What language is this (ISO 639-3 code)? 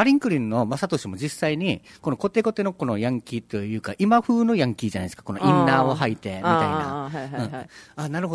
jpn